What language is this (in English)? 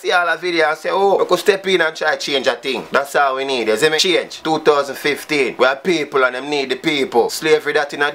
Jamaican Creole English